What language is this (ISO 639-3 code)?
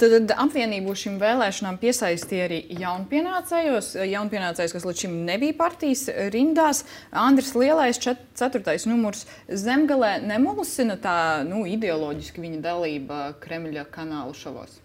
lav